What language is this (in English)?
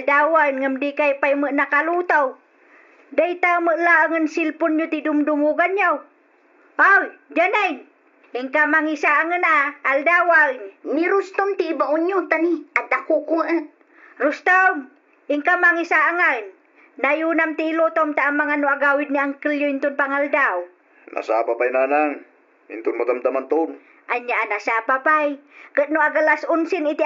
Iloko